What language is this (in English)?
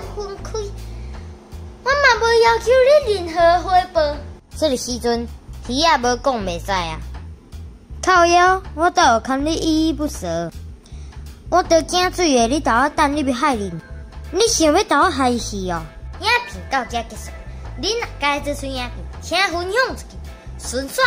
Min Nan Chinese